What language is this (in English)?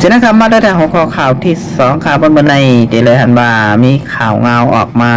Shan